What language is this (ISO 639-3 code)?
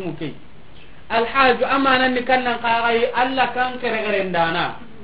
snk